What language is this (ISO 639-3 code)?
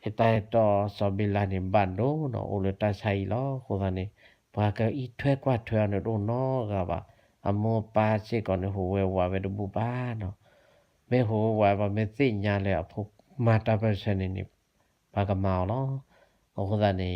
ksw